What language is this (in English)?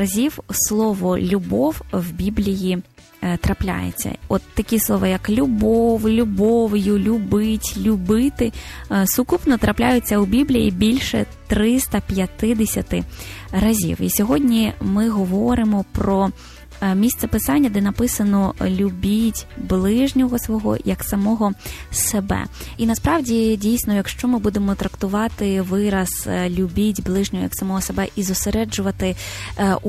Ukrainian